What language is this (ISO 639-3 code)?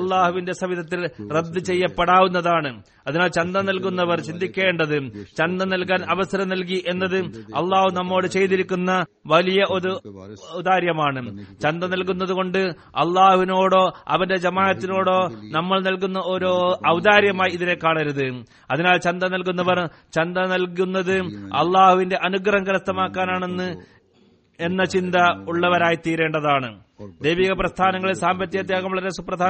mal